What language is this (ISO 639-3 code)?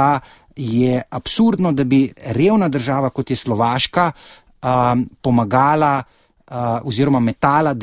slv